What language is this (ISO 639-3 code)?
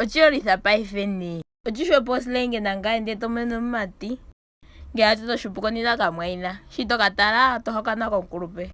ndo